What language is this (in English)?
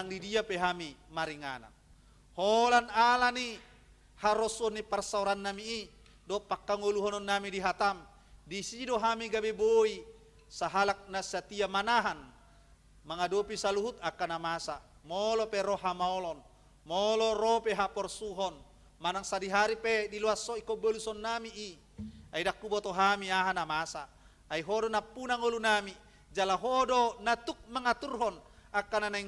Batak Toba